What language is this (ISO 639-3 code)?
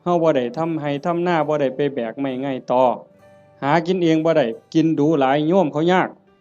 tts